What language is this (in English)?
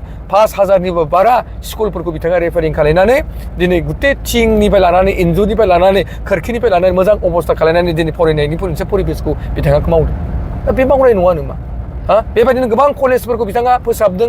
Bodo